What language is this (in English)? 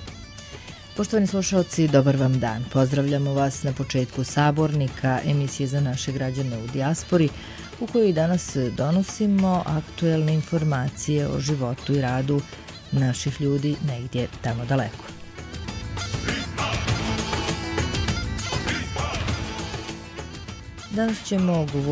Serbian